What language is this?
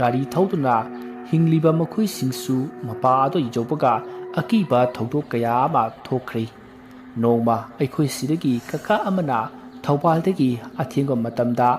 Manipuri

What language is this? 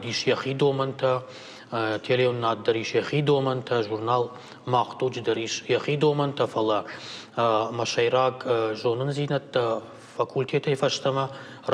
Ossetic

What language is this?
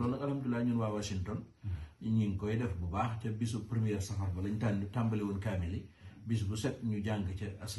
Wolof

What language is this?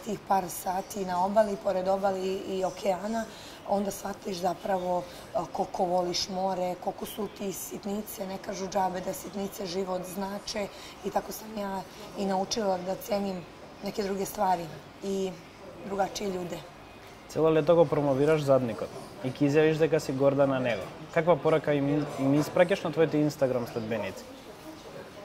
Serbian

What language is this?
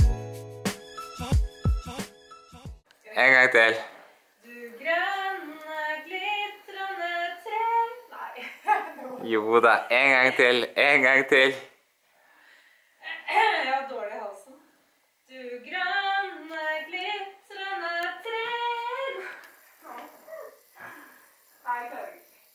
Norwegian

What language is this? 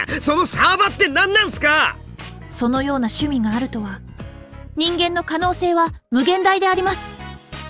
Japanese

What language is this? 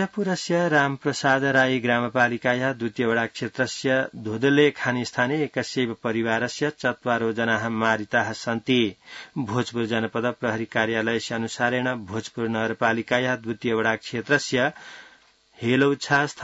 Sanskrit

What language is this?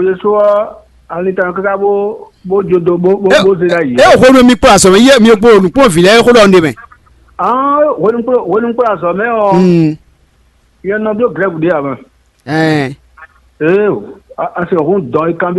Fon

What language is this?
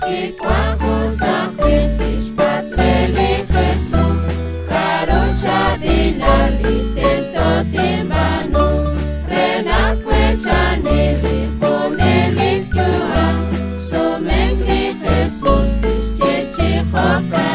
Kekchí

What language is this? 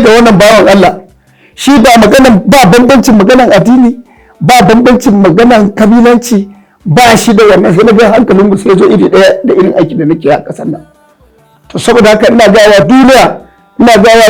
Hausa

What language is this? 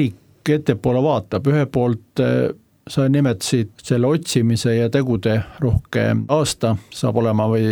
Estonian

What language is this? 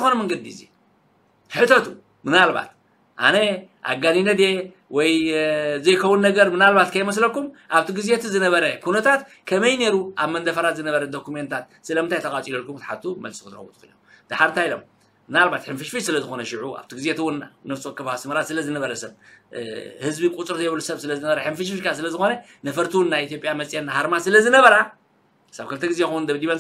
Tigrinya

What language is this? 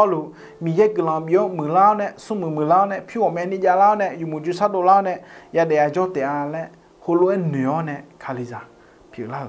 Akha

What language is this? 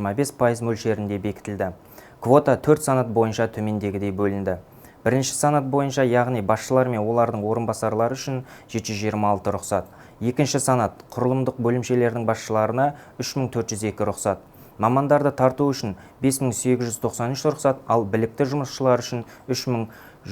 Kazakh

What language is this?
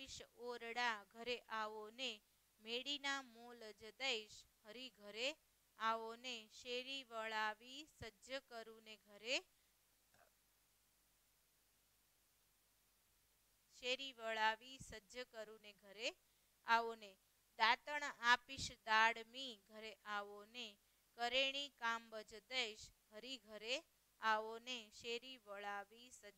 Gujarati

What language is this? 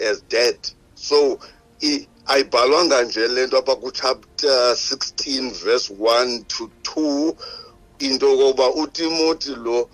Xhosa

